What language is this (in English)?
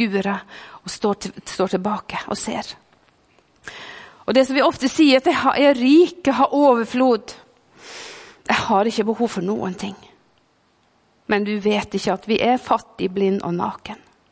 Norwegian